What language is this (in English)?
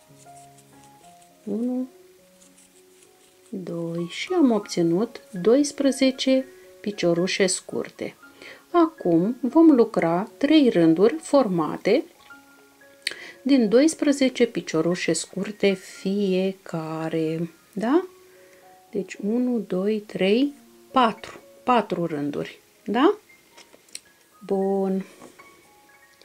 Romanian